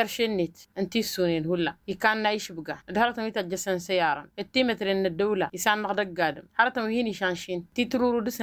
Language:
Tamasheq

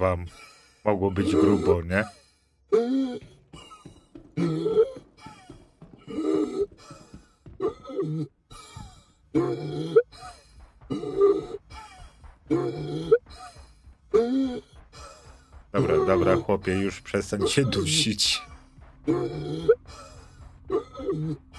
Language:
Polish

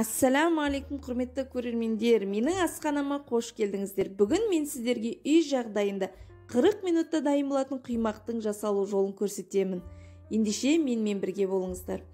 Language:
Kazakh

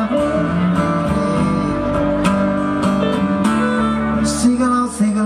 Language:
Norwegian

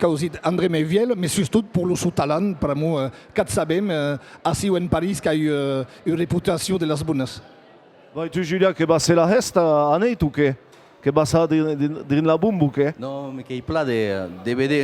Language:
Occitan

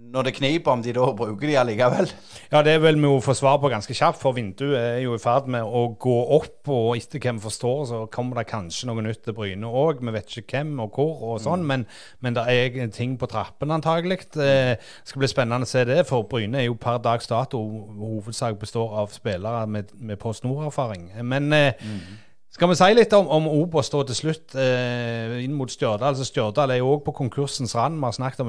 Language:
Norwegian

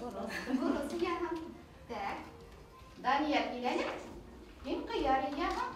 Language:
Bashkir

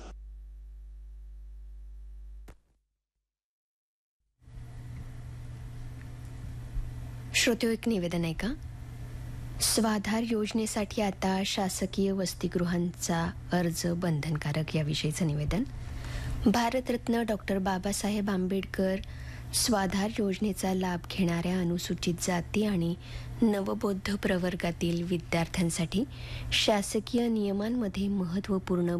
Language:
Marathi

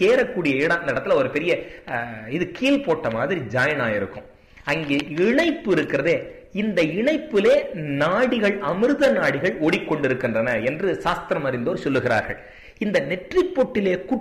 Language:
Tamil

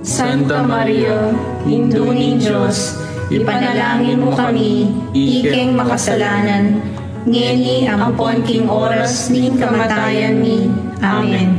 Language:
Pampanga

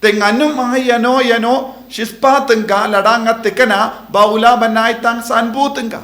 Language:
Khasi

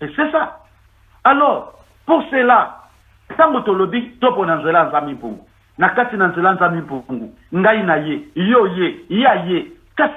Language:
Lingala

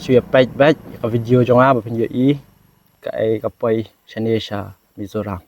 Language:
Khasi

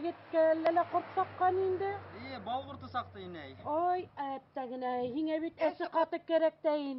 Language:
Bashkir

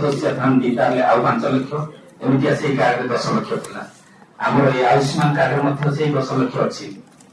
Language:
Odia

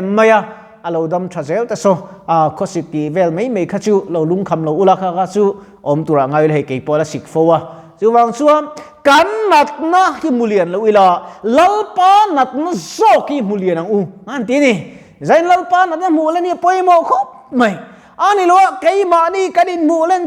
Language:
Mizo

